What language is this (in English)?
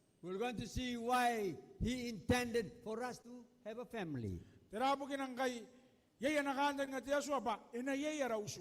Gilbertese